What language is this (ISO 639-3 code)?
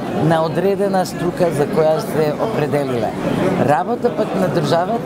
mkd